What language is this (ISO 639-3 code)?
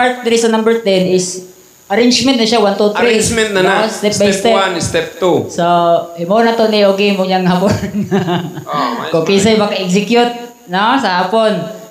ceb